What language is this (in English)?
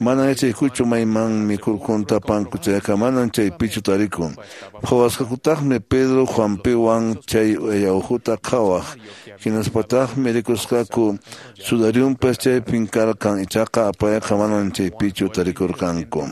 Quechua